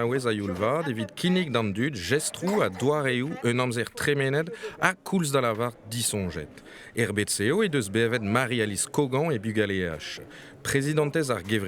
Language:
Breton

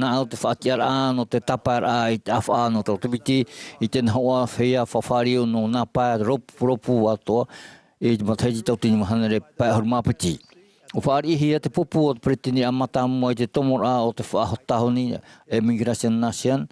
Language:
Tahitian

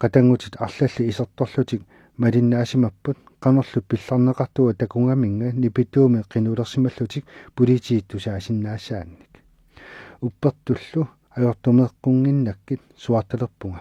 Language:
Kalaallisut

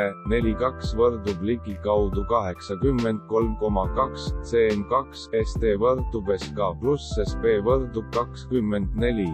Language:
Estonian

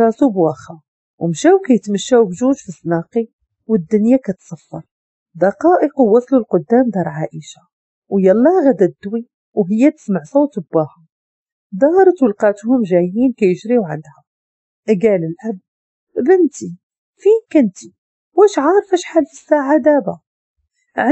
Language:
Moroccan Arabic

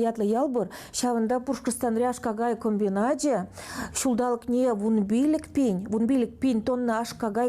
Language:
Chuvash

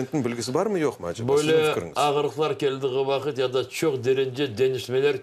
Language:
Crimean Tatar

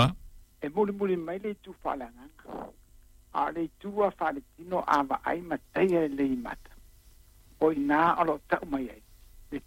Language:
Samoan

